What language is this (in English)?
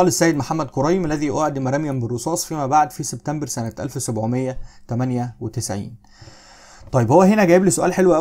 Egyptian Arabic